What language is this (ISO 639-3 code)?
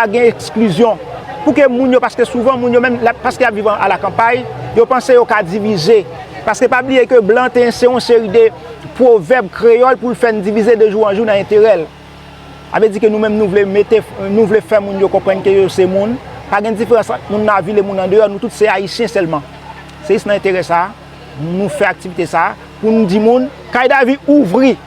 hat